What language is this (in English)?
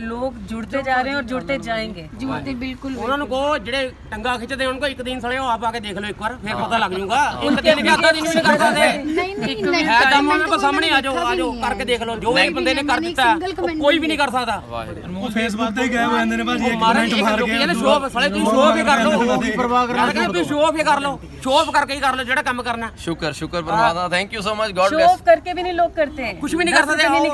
Punjabi